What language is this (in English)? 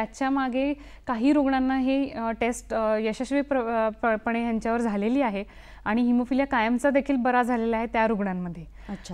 Marathi